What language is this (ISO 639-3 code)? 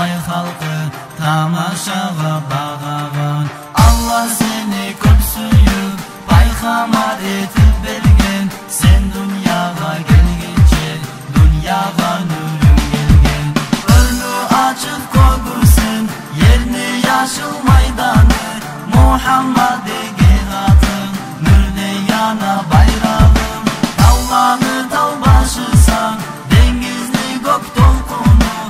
kum